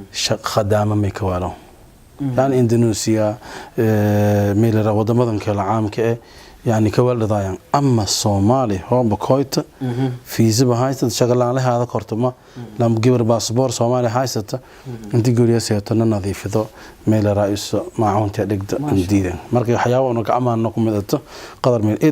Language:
Somali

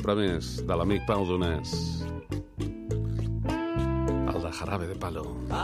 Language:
Catalan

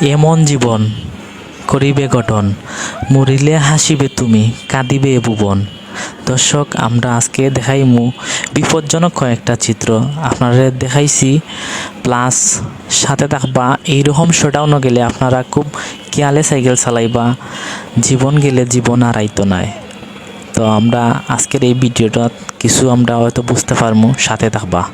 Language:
Sylheti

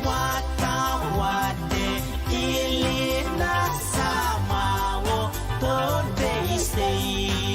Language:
Pohnpeian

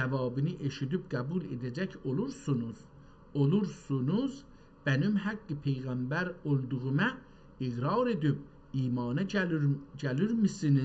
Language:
South Azerbaijani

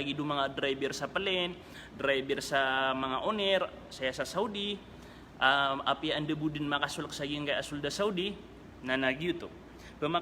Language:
Maranao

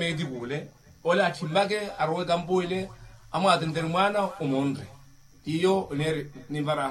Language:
Makhuwa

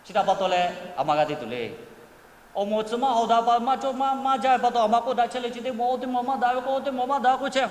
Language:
Lahu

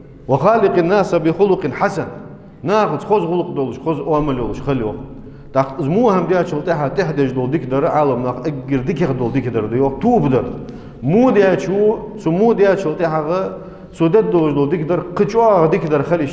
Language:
Ingush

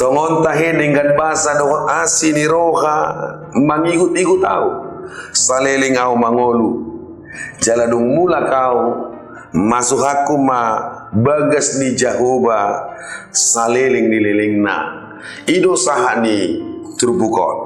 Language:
Batak Toba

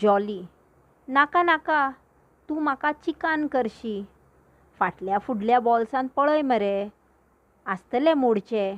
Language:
Konkani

